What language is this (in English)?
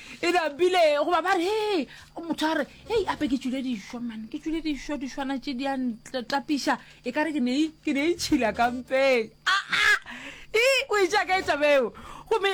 Northern Sotho